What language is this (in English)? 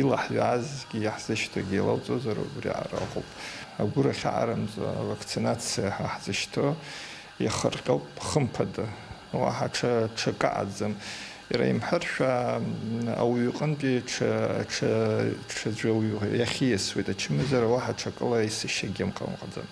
Abkhazian